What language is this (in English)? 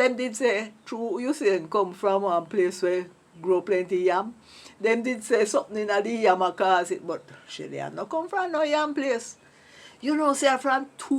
Jamaican Creole English